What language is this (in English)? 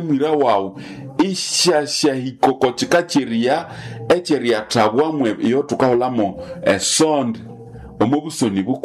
Nande